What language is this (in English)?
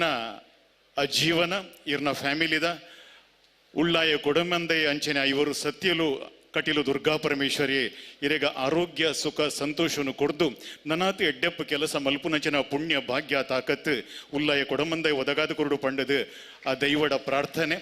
Tulu